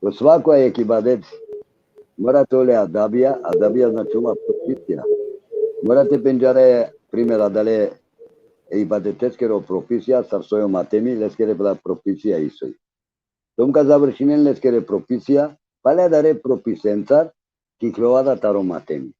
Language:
Balkan Romani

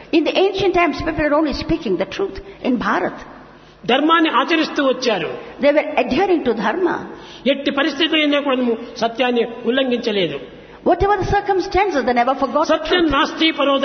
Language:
Telugu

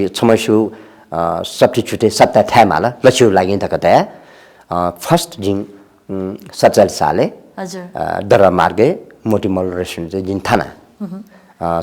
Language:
Newari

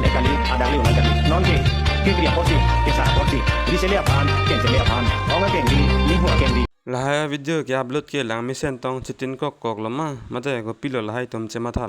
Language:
Karbi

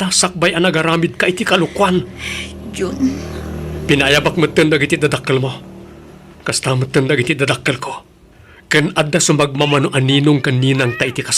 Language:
Iloko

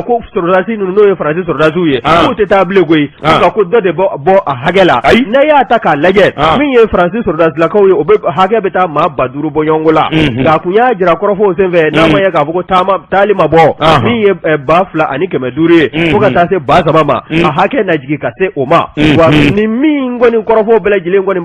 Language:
Bambara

